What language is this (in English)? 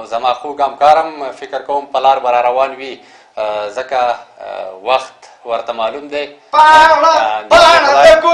Pashto